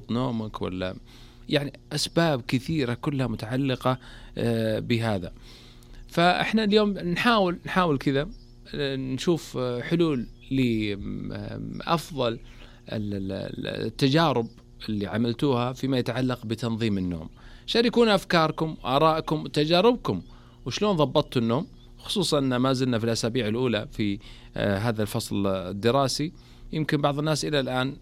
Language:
Najdi Arabic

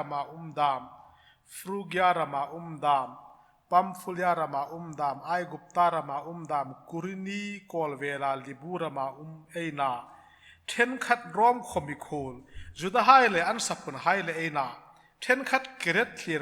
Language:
Hmar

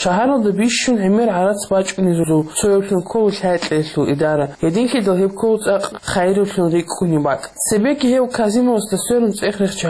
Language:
Avaric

